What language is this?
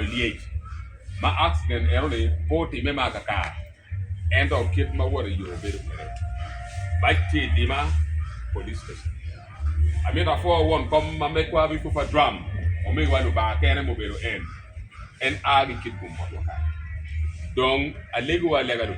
Acoli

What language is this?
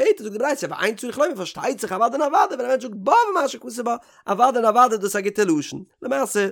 Yiddish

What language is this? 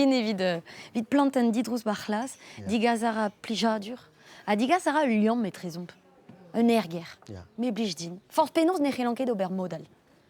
Breton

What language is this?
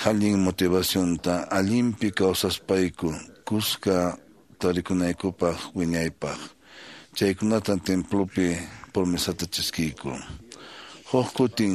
Quechua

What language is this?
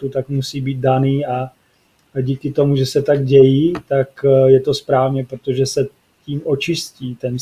Czech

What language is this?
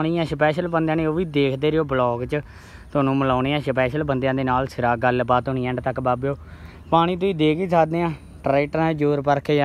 Punjabi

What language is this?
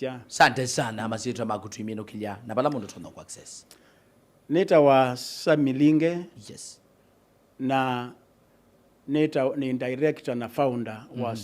Kamba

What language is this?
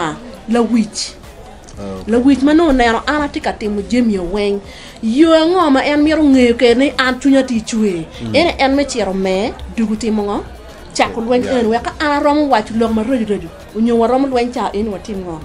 Acoli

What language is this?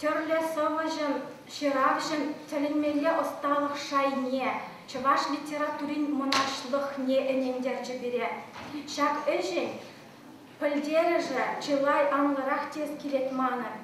Chuvash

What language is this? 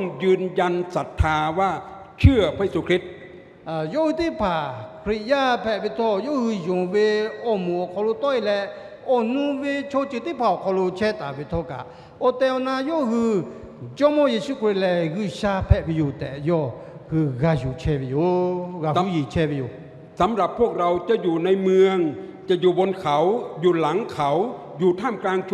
Lahu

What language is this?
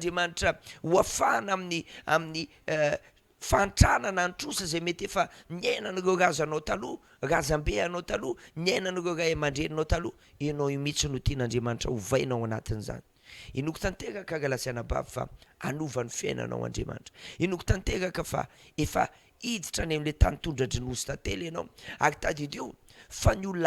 Malagasy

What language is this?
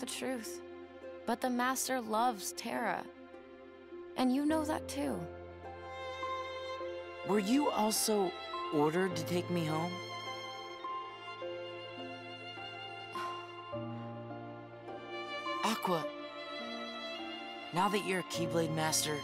English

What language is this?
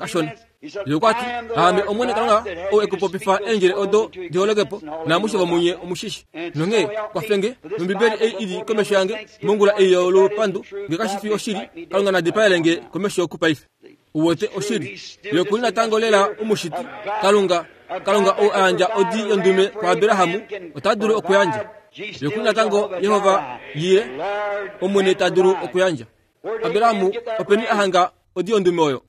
Kuanyama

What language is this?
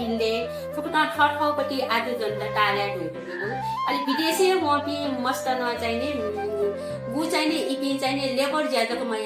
Newari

